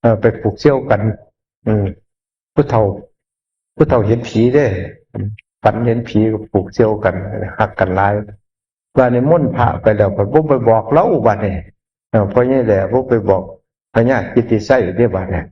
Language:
Northeastern Thai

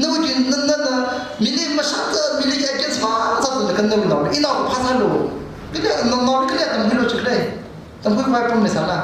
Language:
Tangkhul Naga (India)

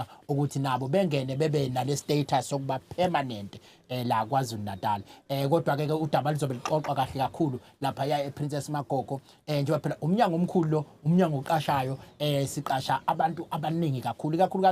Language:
Zulu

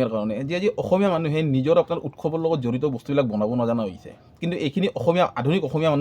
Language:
Assamese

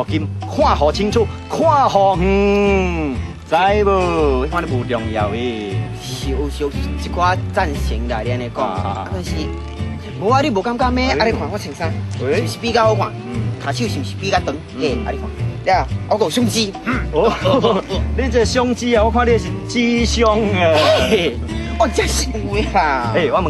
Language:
Min Nan Chinese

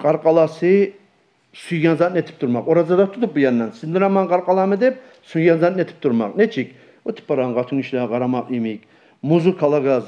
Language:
Kumyk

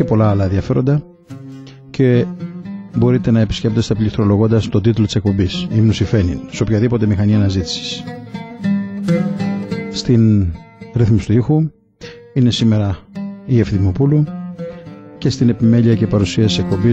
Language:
Greek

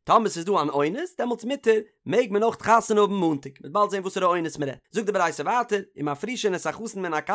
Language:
Yiddish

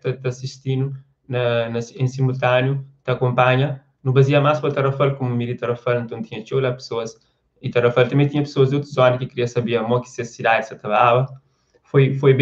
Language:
Kabuverdianu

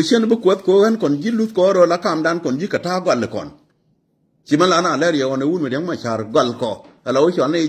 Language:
Nuer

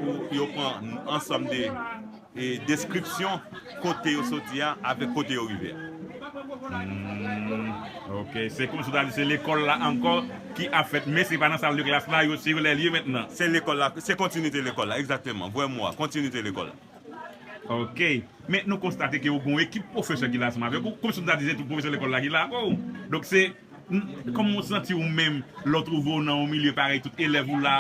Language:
Haitian Creole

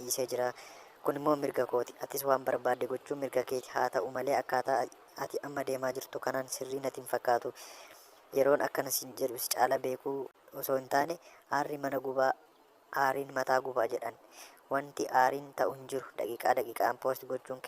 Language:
Oromo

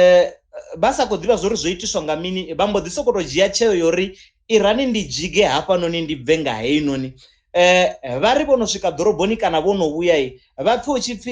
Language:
Venda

